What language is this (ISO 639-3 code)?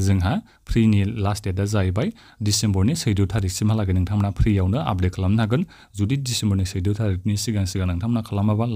brx